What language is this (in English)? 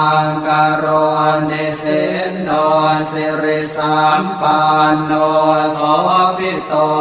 Pali